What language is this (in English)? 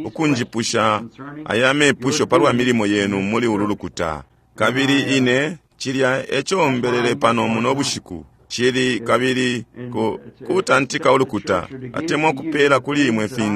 Bemba